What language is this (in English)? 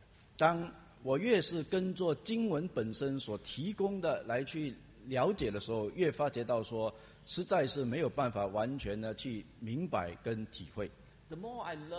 Chinese